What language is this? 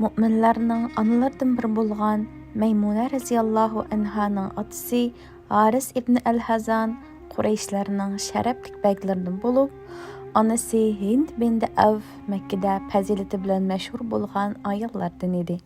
Uyghur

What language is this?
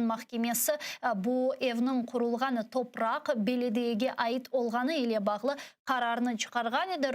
Crimean Tatar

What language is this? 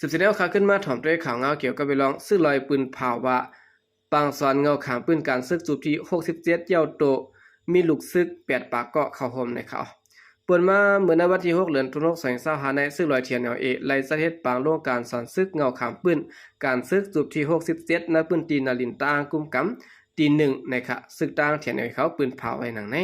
Shan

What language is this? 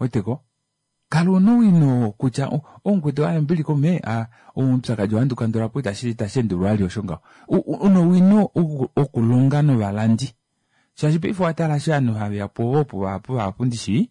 Kuanyama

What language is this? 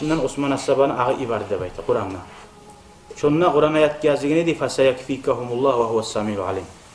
Kumyk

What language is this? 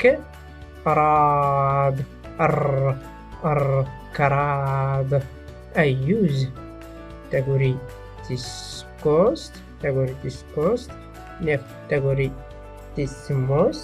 Tachelhit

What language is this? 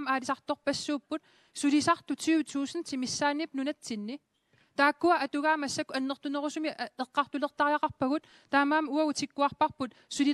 Kalaallisut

